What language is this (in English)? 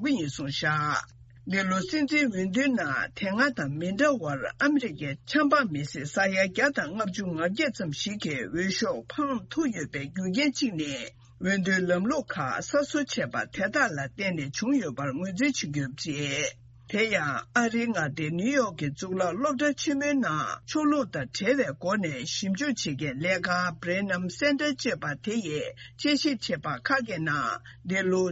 Tibetan